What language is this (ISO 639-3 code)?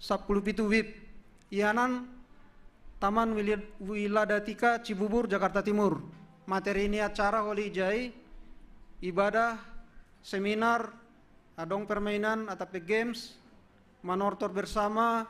bts